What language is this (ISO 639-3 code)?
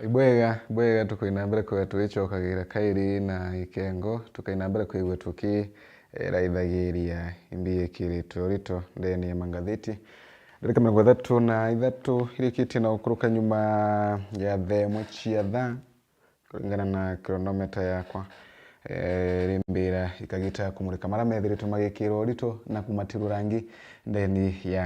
mer